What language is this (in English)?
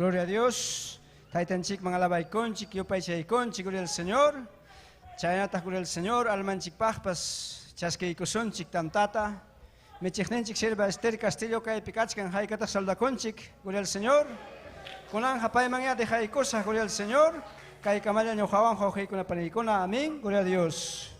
Ayacucho Quechua